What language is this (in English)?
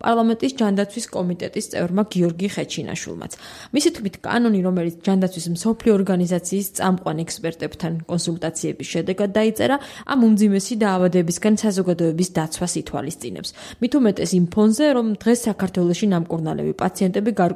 Georgian